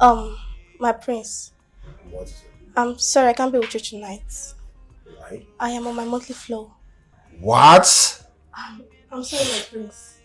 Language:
Nigerian Pidgin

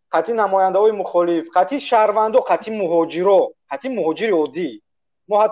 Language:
Tajik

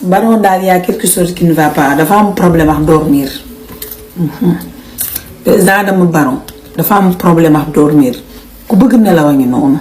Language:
Wolof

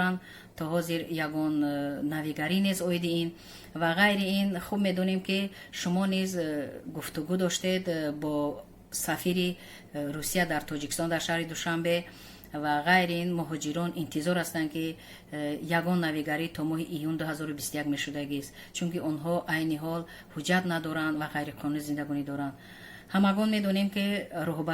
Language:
Tajik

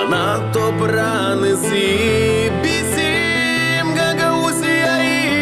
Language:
Gagauz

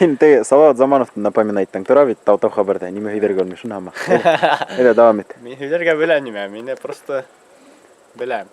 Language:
Bashkir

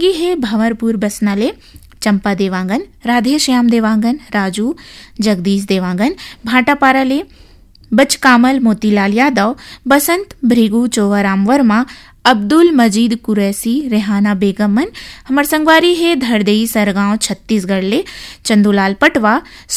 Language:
Chhattisgarhi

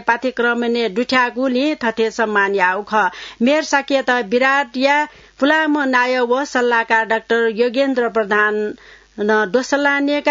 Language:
Newari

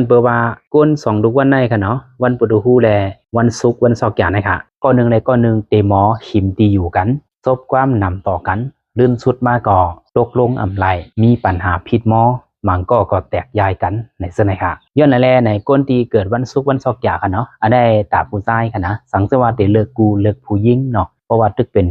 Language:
Shan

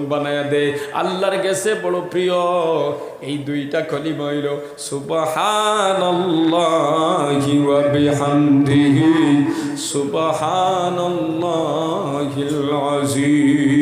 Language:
Sylheti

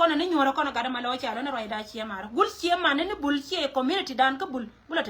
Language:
Nuer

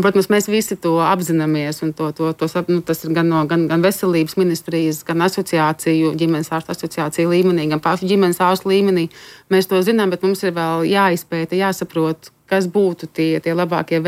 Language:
Latvian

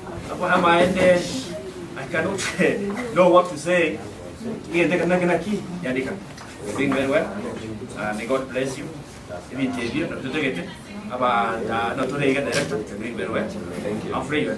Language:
Gusii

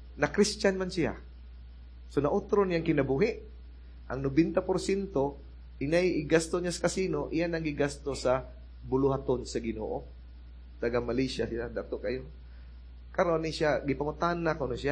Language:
Cebuano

